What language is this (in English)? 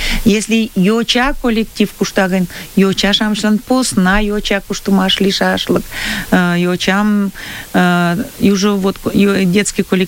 Mari